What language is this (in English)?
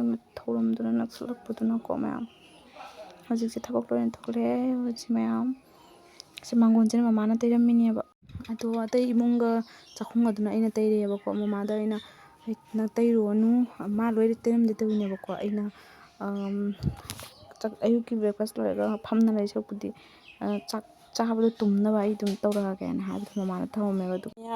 Manipuri